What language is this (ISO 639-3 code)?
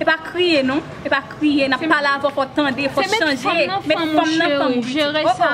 hat